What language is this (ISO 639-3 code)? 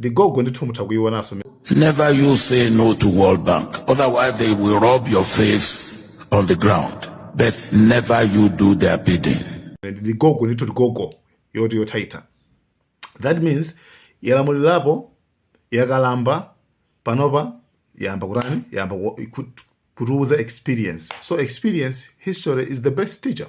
nya